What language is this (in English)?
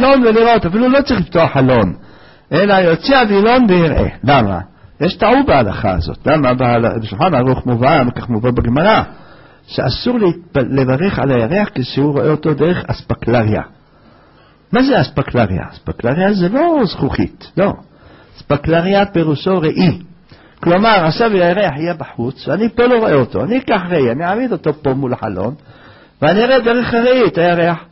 Hebrew